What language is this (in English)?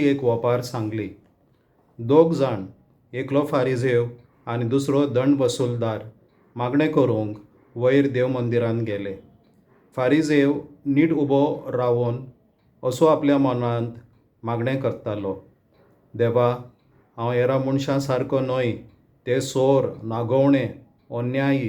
Konkani